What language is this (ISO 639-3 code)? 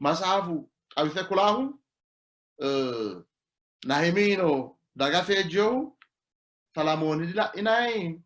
sid